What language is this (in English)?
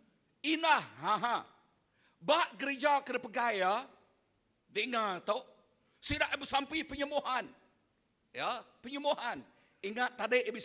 Iban